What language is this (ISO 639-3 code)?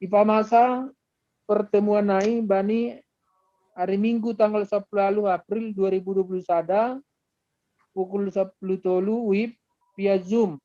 bts